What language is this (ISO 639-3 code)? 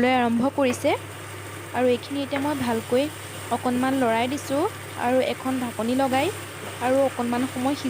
asm